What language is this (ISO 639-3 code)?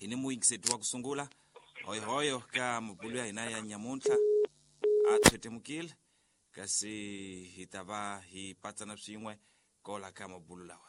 tso